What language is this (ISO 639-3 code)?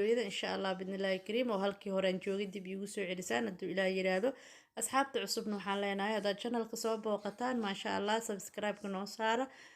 som